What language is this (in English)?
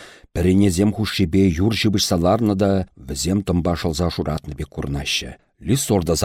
Chuvash